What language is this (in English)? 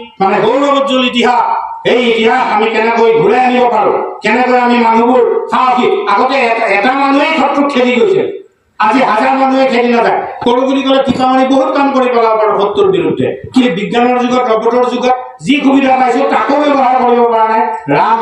Assamese